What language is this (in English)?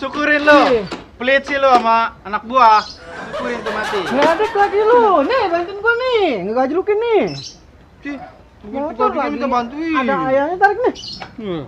Betawi